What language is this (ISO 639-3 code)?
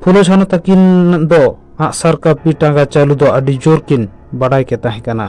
sat